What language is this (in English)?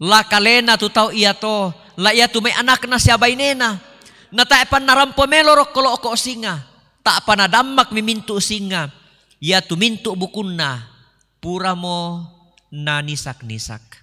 Toraja-Sa'dan